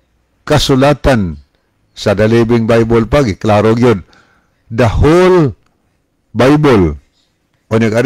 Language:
Cebuano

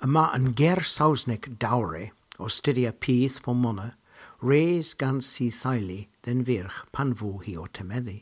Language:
Cornish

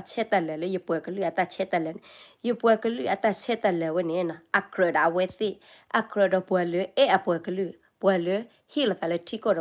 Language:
S'gaw Karen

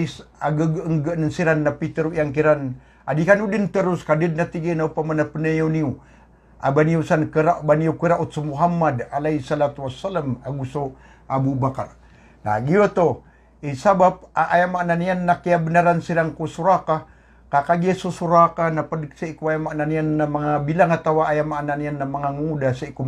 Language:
Maranao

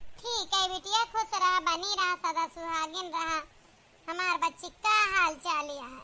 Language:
Awadhi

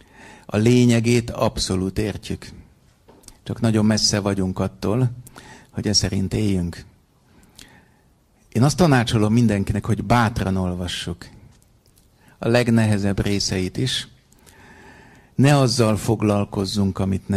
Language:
Hungarian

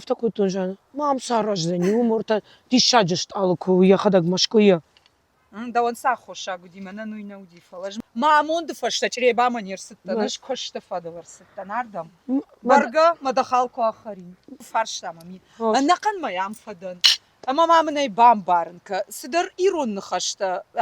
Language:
Ossetic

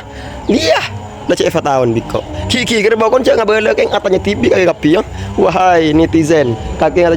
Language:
Madurese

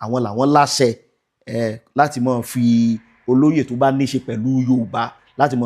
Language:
Yoruba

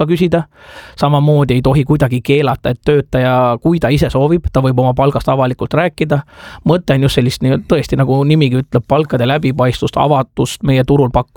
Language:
Estonian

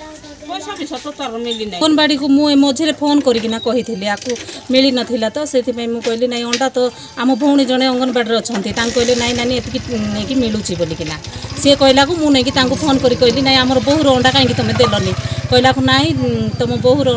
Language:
Odia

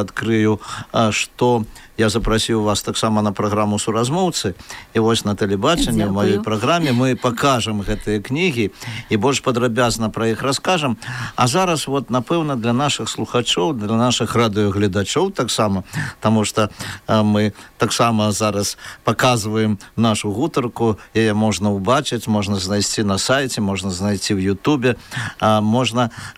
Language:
Belarusian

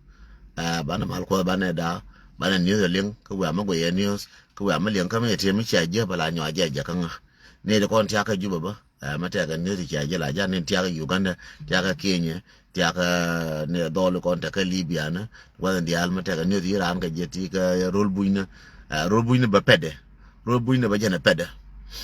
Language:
Nuer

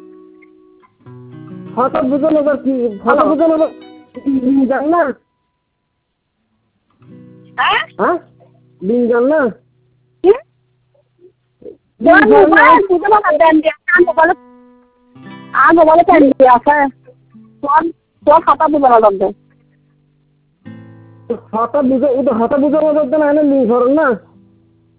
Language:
Bangla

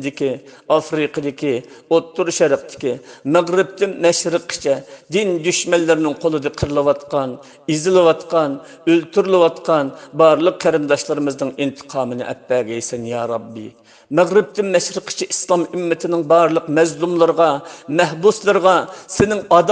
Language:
Uyghur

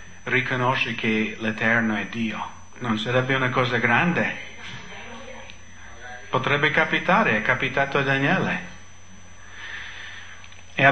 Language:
Italian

